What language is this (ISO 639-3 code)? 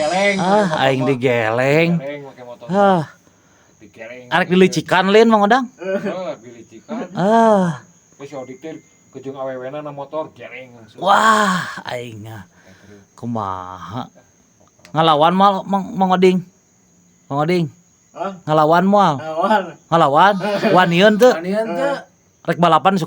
sun